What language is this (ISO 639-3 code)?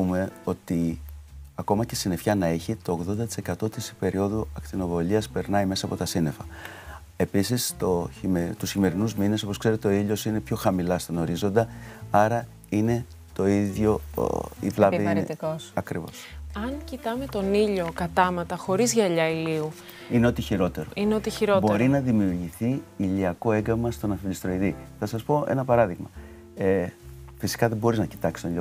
ell